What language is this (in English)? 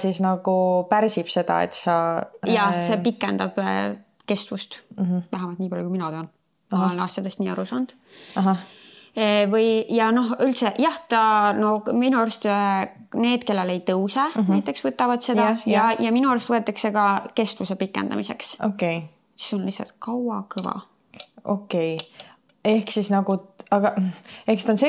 Estonian